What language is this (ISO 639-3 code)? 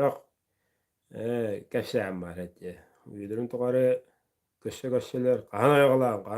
sah